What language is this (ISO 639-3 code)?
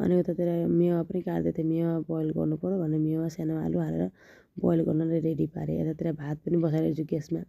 nep